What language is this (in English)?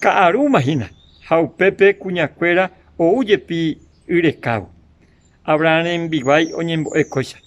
Guarani